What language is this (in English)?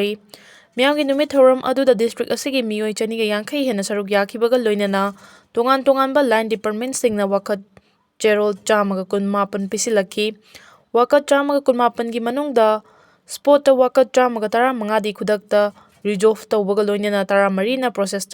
Manipuri